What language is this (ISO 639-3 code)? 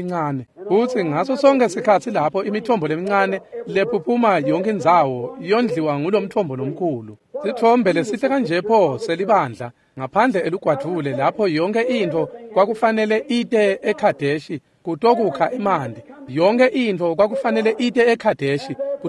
ssw